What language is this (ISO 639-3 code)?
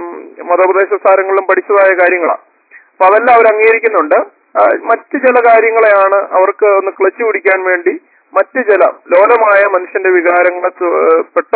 mal